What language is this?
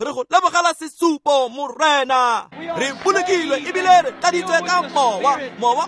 Tswana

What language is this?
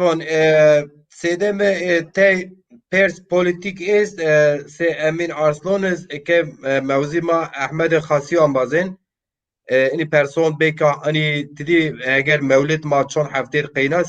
Zaza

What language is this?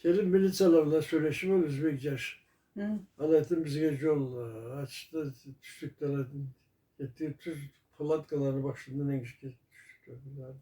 Karachay-Balkar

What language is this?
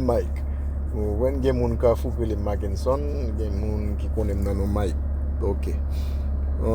Haitian Creole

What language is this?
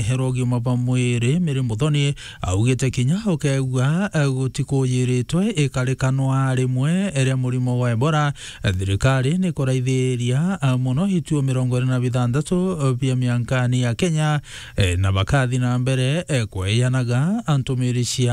Meru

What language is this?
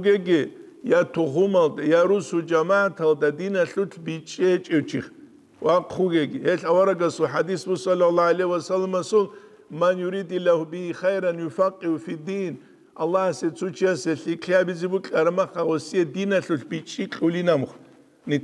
Avaric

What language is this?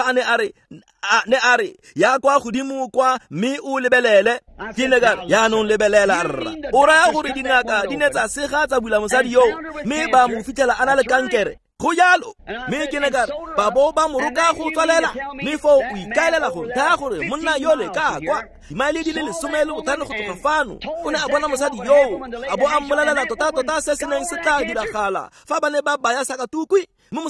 Tswana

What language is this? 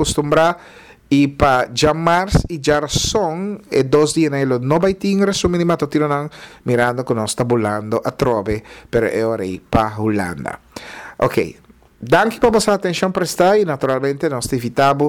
Papiamento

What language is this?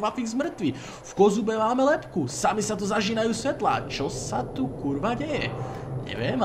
Slovak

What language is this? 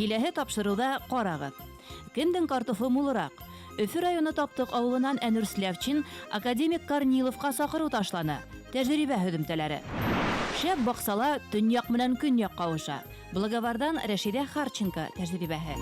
Bashkir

